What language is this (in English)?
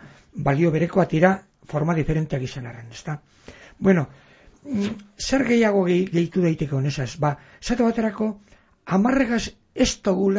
Basque